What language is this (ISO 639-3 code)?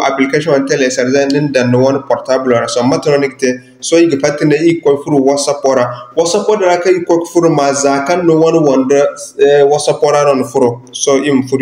dje